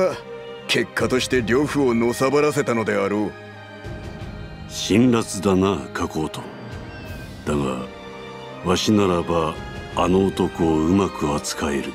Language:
Japanese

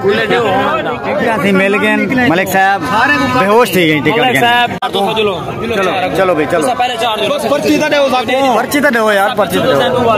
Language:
Saraiki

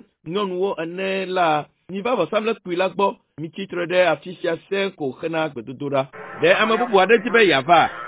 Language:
Ewe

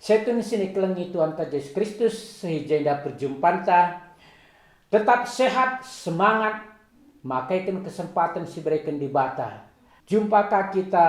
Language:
Batak Karo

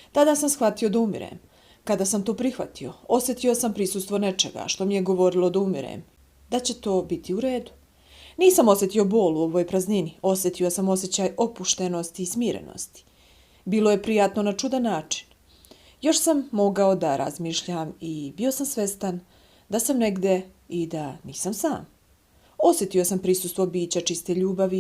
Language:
Bosnian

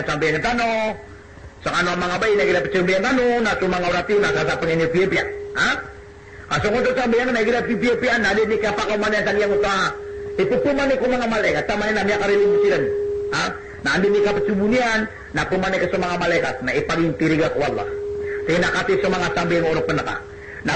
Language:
Maranao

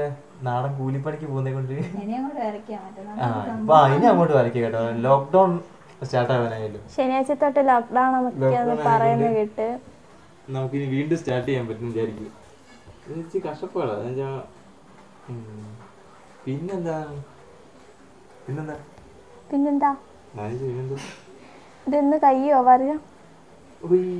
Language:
Malayalam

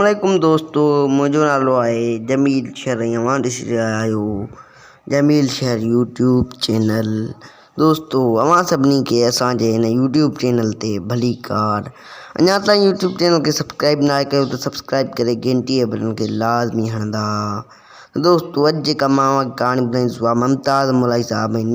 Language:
Sindhi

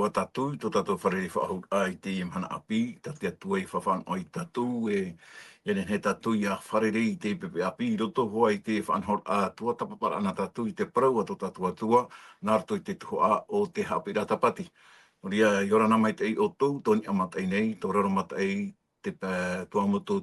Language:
Tahitian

